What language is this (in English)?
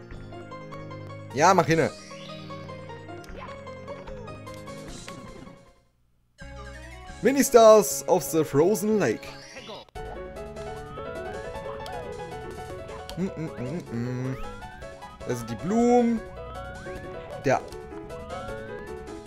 German